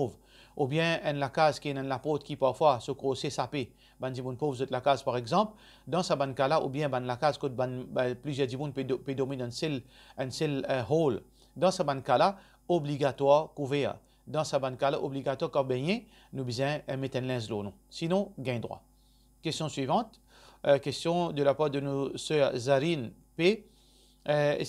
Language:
Morisyen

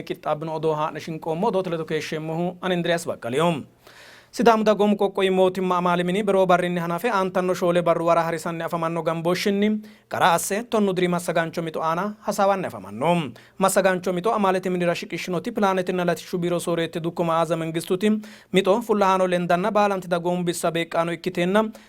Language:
Sidamo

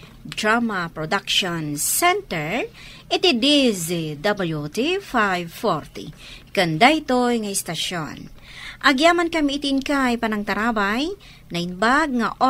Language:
Iloko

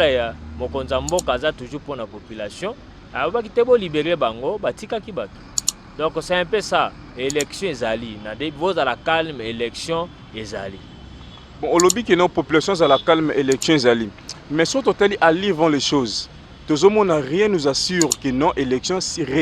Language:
Lingala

